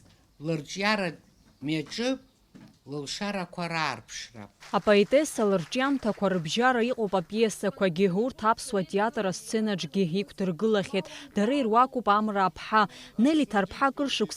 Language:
Abkhazian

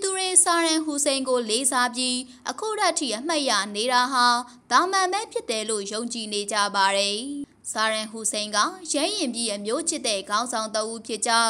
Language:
Burmese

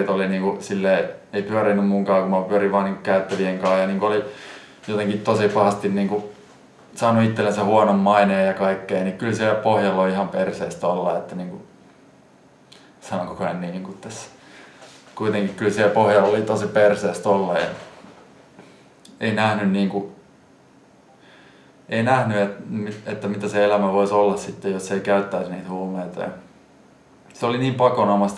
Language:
Finnish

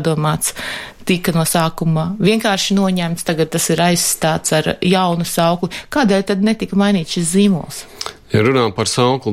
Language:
Latvian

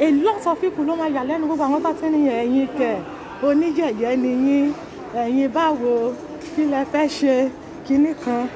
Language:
Yoruba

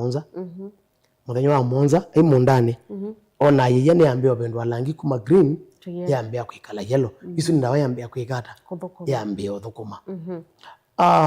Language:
Kamba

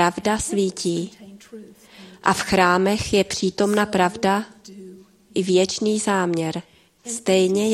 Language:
Czech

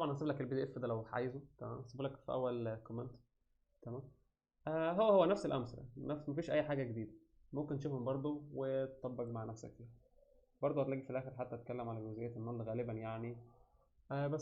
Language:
Egyptian Arabic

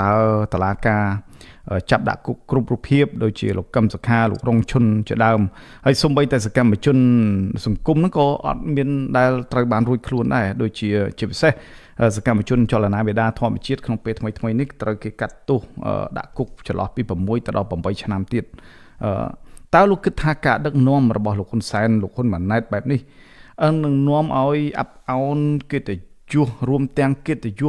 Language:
Khmer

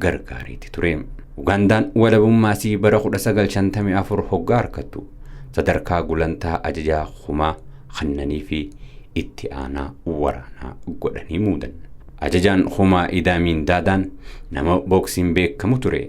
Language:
Oromo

